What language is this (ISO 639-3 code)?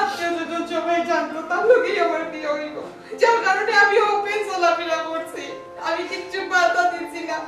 syl